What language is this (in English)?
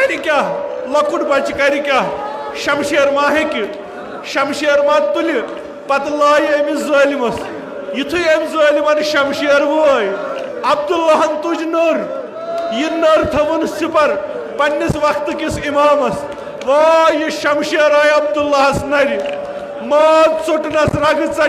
Kashmiri